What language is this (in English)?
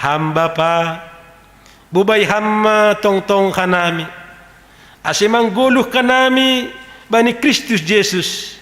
Batak Simalungun